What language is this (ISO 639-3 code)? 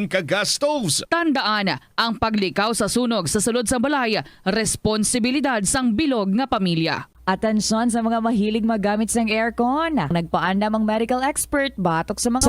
hil